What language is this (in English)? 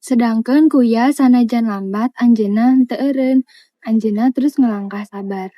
Sundanese